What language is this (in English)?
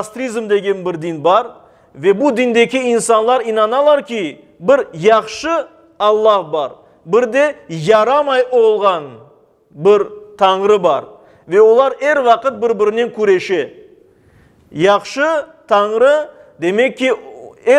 Crimean Tatar